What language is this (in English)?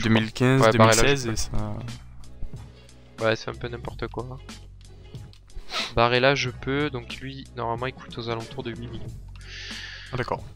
French